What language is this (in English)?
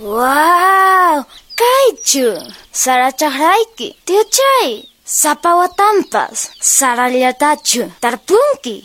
Quechua